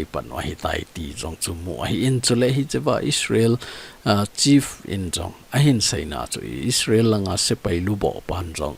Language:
Thado Chin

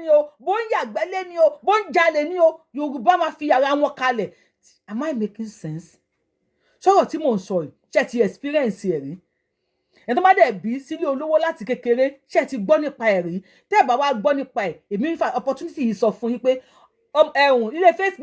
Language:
Yoruba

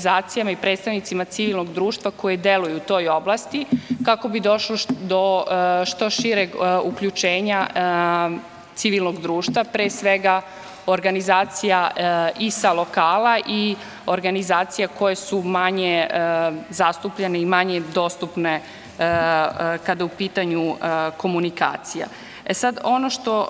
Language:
Serbian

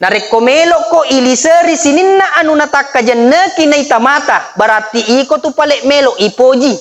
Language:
Buginese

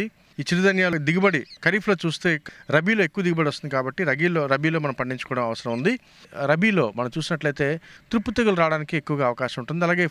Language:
Telugu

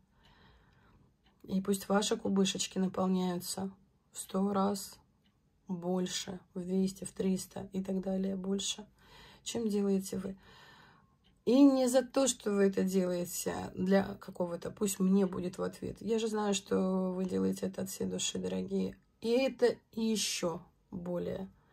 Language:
Russian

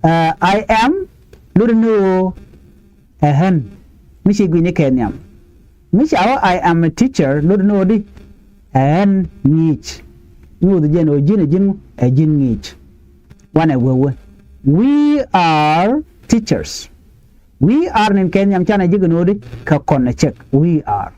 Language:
Nuer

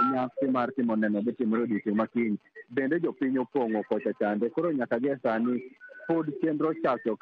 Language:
Luo (Kenya and Tanzania)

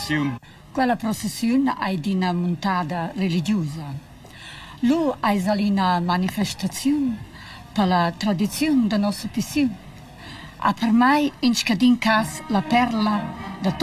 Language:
Romansh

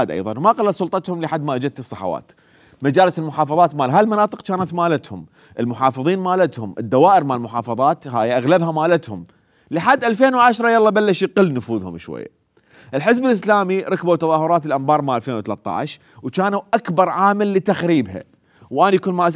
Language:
Mesopotamian Arabic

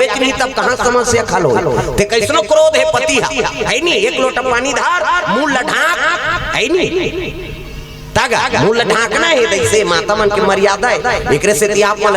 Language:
Chhattisgarhi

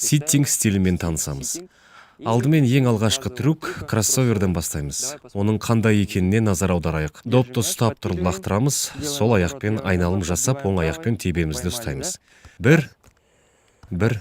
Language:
Kazakh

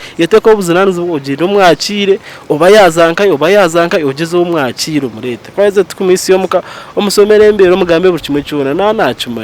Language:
Nyankole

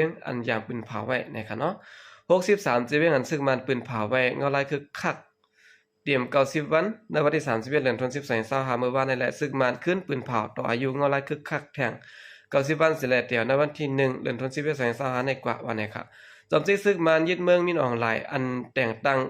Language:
Shan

